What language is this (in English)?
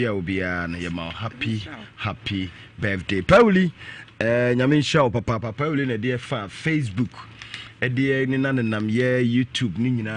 Akan